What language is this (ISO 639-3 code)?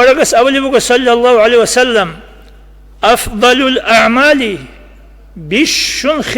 ava